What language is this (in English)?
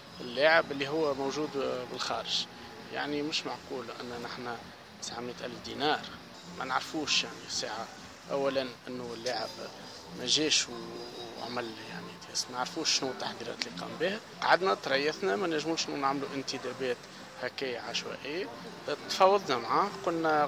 Tunisian Arabic